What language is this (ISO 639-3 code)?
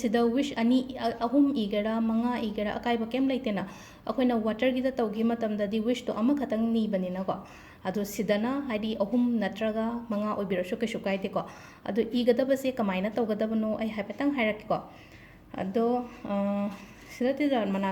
mni